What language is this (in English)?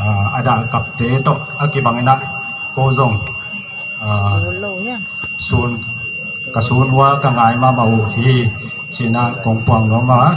Paite Chin